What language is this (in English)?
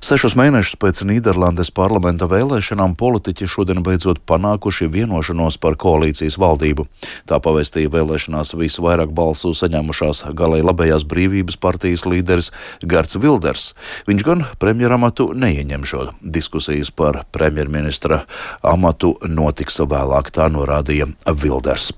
Latvian